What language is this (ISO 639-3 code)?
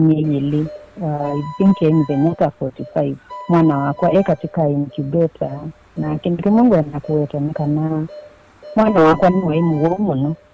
kam